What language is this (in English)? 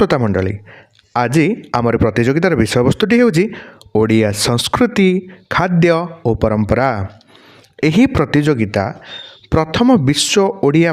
Odia